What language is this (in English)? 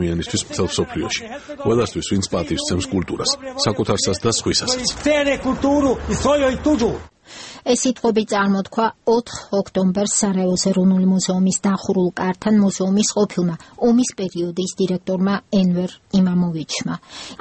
Georgian